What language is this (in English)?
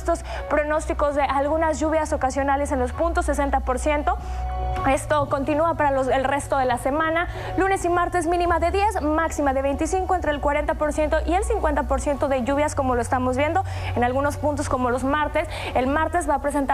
Spanish